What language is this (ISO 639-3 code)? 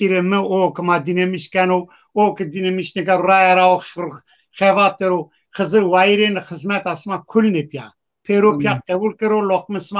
zza